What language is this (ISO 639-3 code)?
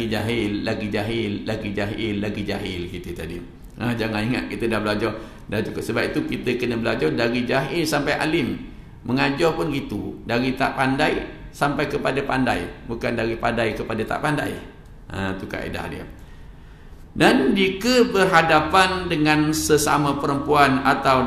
msa